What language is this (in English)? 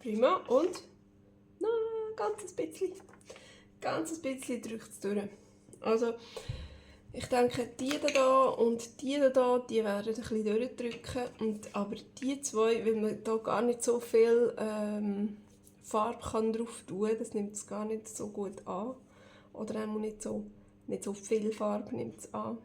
Swiss German